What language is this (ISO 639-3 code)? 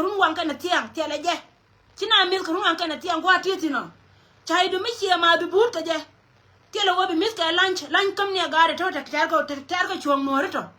nus